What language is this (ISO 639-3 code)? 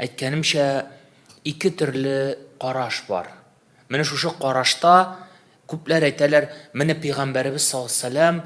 tat